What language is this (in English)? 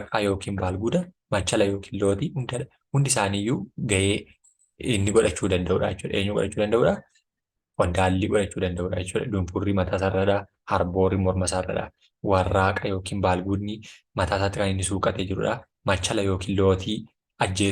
Oromo